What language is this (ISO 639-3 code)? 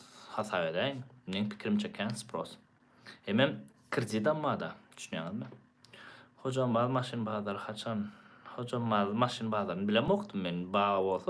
tuk